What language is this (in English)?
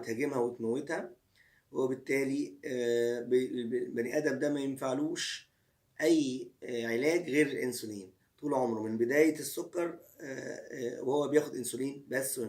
Egyptian Arabic